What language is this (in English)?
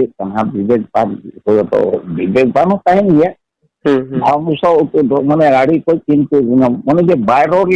Santali